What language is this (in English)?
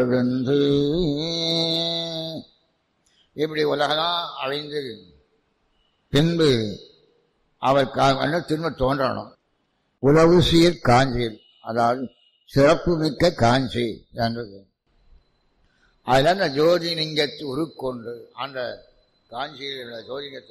Tamil